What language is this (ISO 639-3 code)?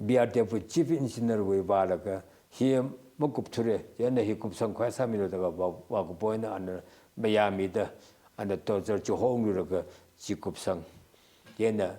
nmf